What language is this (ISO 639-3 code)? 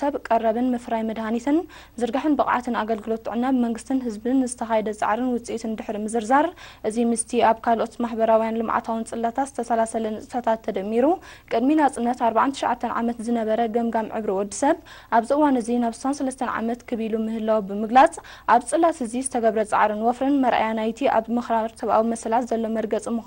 tir